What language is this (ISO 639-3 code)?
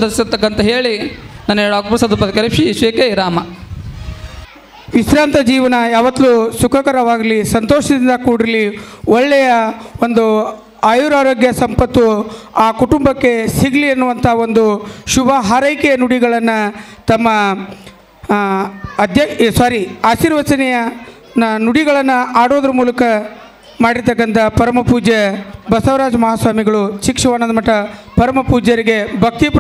kan